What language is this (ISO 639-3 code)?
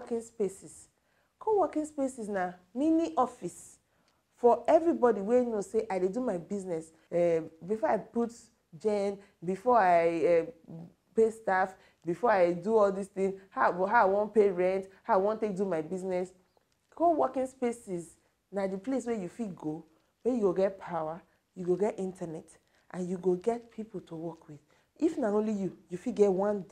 pcm